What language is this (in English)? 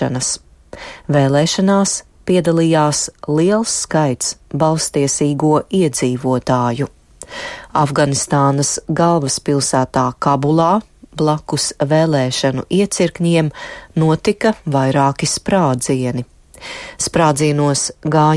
Latvian